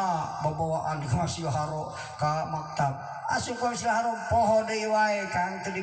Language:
Sundanese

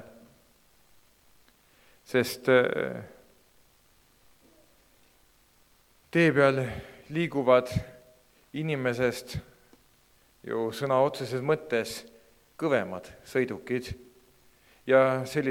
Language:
Estonian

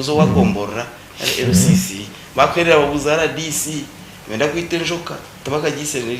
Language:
Nyankole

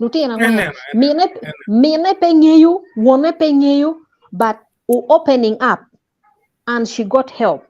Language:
Acoli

